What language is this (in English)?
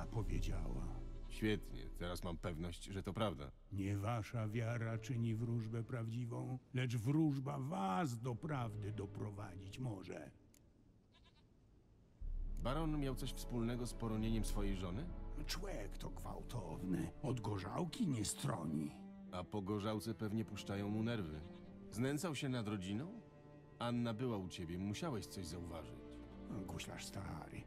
Polish